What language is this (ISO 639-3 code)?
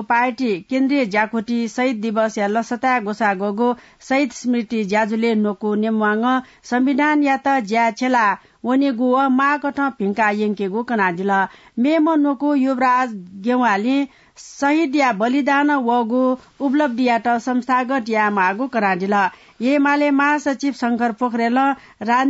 new